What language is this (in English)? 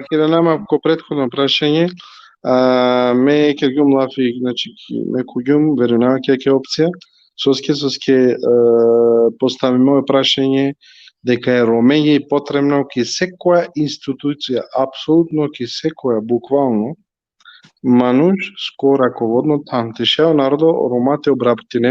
Balkan Romani